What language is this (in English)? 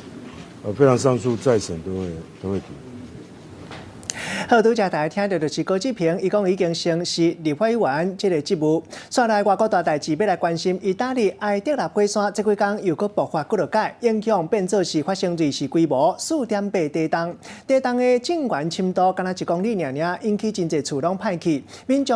Min Nan Chinese